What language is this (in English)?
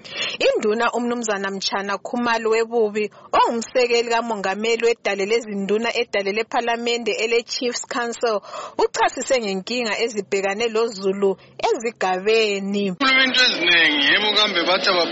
North Ndebele